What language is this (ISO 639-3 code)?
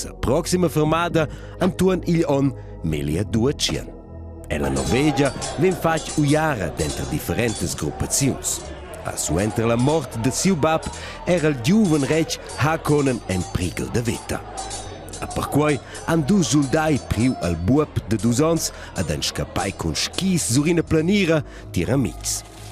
roh